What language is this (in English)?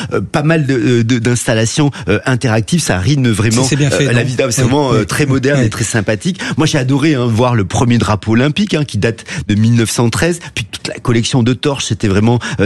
French